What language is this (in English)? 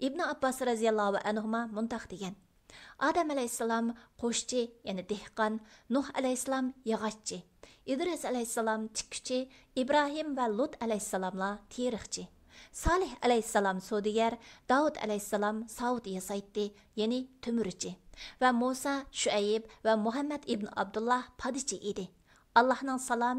Uyghur